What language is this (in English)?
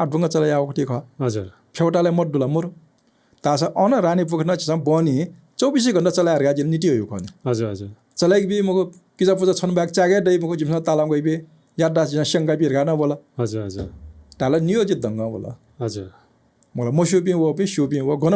Newari